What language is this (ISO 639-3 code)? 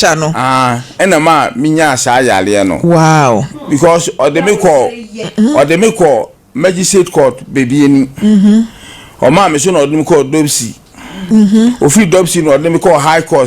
aka